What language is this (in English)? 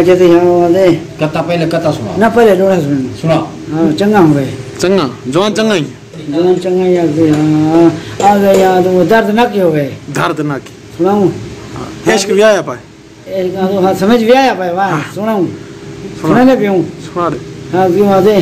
Saraiki